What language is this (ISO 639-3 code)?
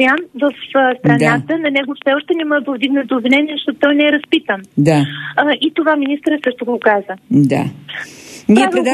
bul